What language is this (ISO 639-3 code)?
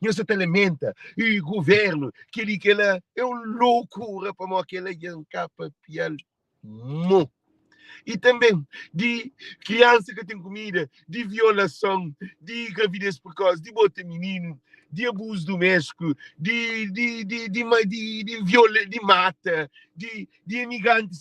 kea